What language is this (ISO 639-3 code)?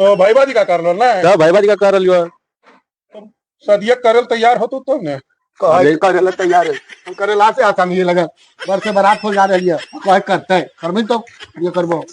mag